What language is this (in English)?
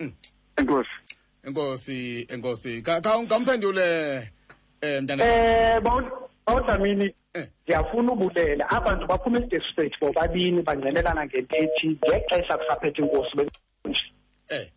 Xhosa